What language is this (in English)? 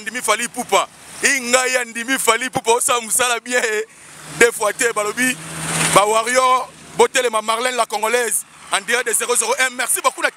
Lingala